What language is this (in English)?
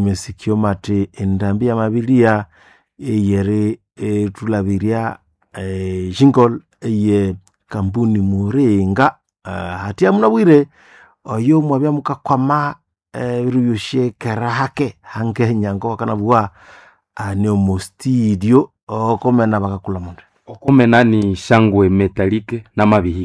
Nande